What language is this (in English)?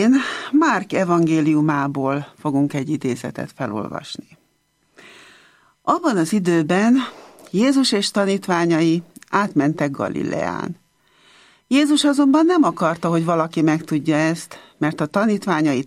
Hungarian